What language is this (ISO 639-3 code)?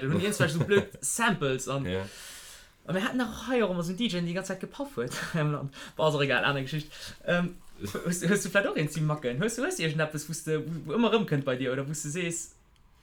ltz